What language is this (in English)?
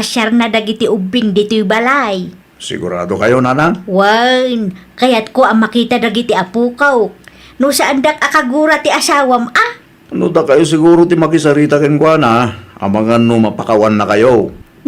Iloko